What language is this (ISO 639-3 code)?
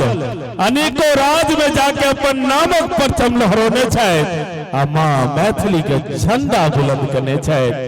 mai